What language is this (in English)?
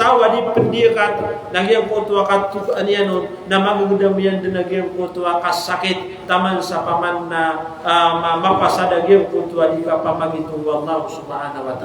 Maranao